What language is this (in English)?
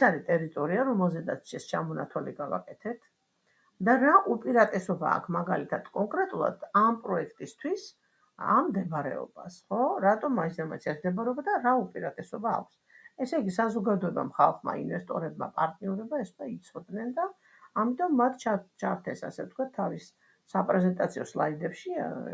Georgian